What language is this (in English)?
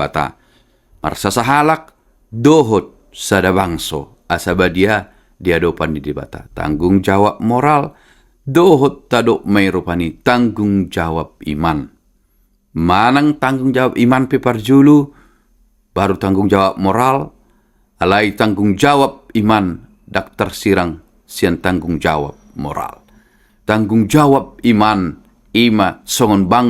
Batak Toba